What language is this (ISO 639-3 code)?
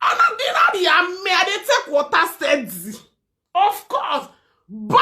pcm